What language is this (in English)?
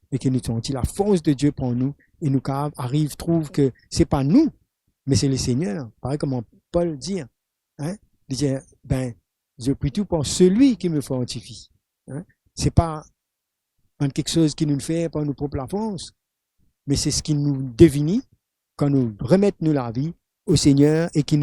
Morisyen